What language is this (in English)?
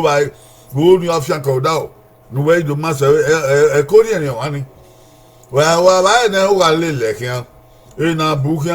Bini